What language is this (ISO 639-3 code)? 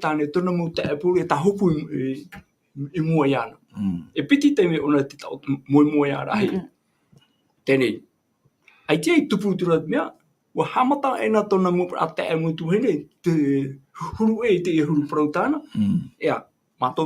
tah